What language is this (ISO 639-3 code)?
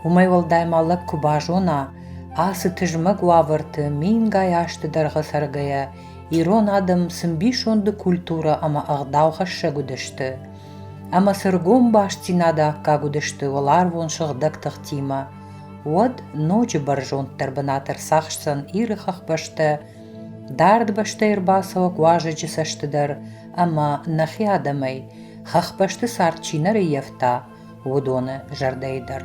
oss